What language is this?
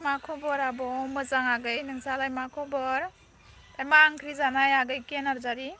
Bodo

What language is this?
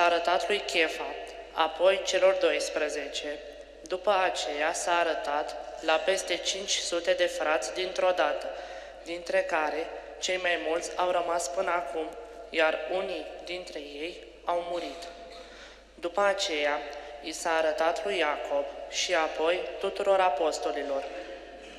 Romanian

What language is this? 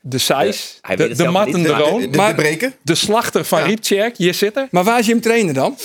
Western Frisian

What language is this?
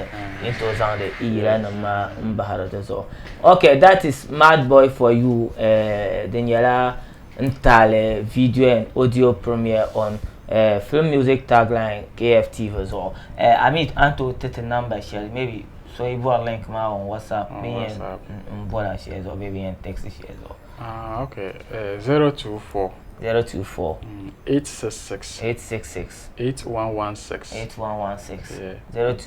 Dagbani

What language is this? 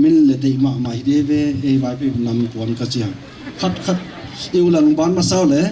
Paite Chin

